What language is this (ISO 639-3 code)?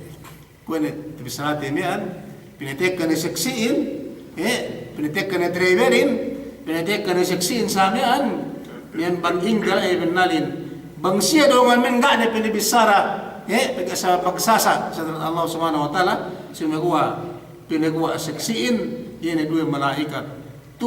yka